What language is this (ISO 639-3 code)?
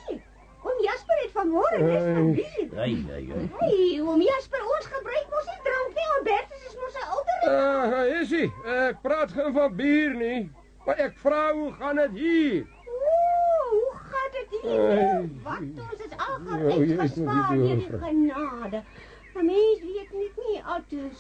afr